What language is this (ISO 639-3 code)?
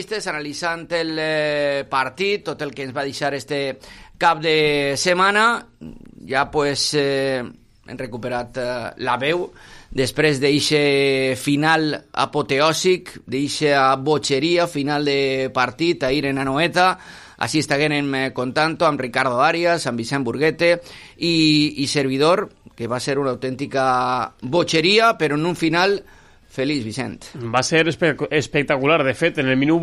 cat